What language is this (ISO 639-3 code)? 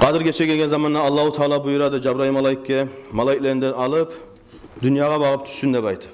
kum